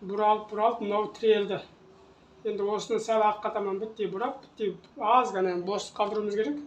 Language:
Kazakh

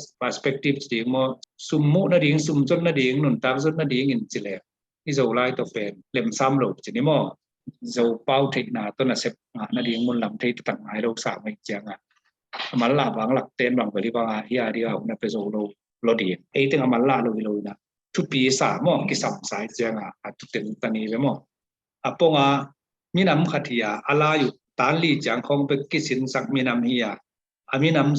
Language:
Tedim Chin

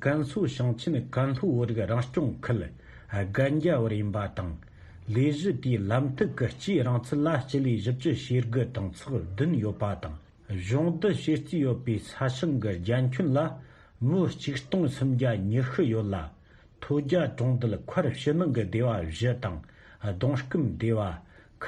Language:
Tibetan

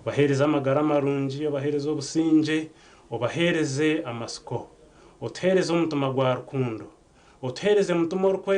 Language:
Nyankole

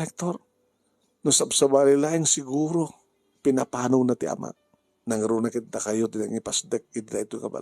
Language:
Iloko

